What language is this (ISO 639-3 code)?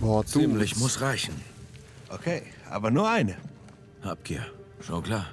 gsw